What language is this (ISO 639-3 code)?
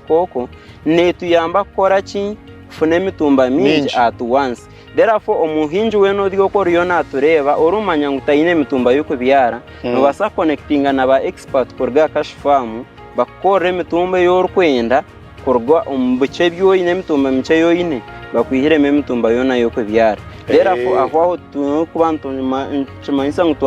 nyn